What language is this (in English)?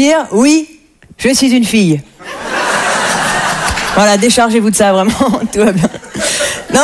French